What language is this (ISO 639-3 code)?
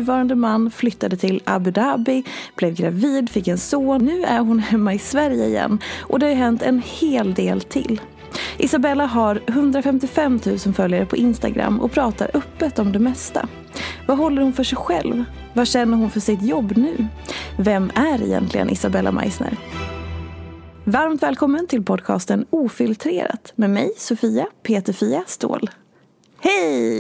swe